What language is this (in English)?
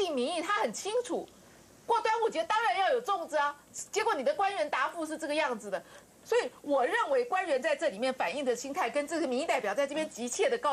Chinese